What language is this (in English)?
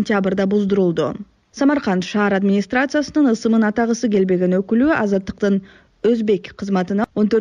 Kyrgyz